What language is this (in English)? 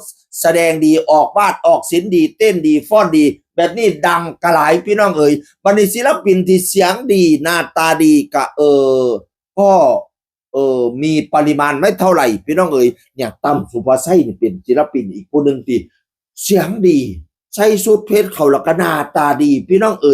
Northeastern Thai